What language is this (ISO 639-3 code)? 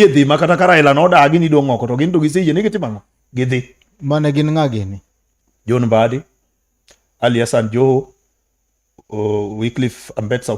luo